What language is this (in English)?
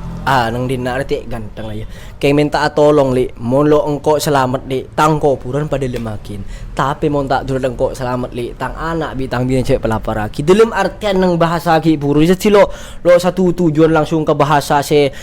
Madurese